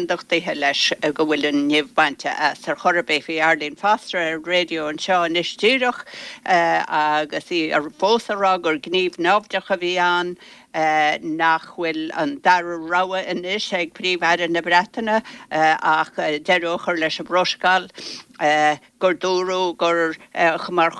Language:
Irish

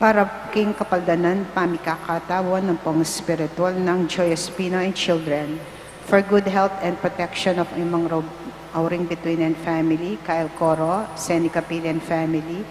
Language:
Pampanga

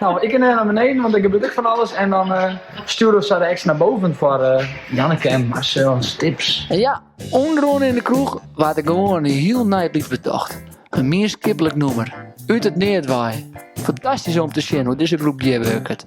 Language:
Western Frisian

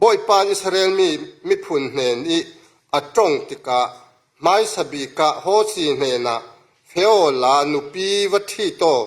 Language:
Falam Chin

